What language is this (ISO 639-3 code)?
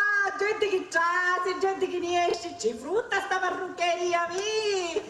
scn